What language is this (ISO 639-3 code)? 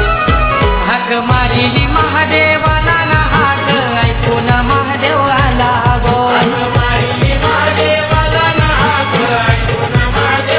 mar